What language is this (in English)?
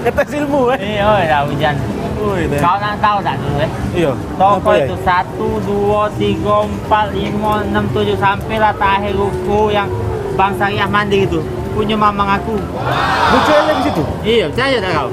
Musi